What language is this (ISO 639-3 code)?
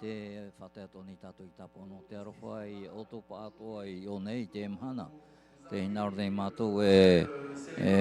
tah